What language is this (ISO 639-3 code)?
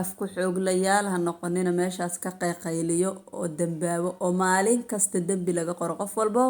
som